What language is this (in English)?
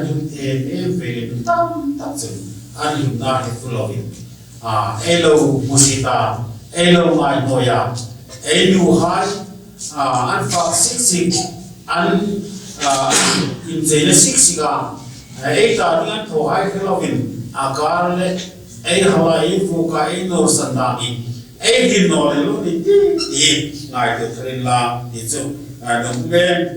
Hmar